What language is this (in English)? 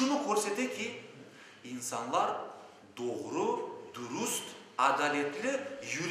Crimean Tatar